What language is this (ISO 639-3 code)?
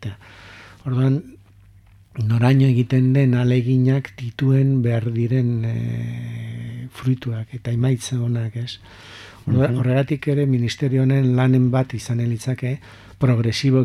eus